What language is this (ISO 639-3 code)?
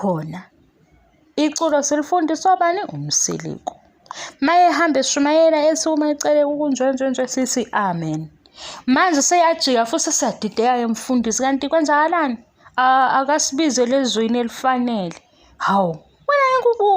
zul